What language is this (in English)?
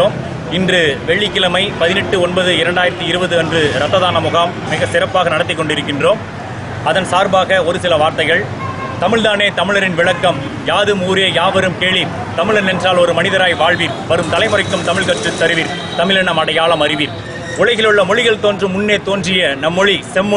Tamil